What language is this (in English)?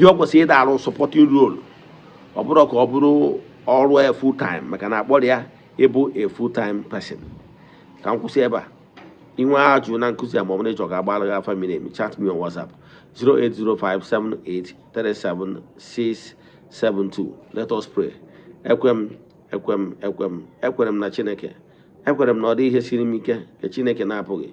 Igbo